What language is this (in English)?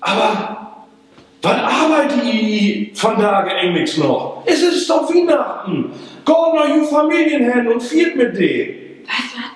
Low German